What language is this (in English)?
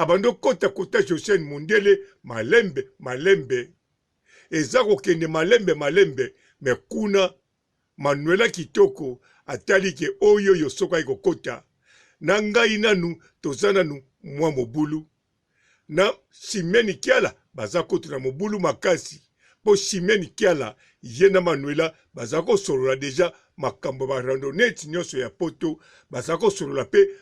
Lingala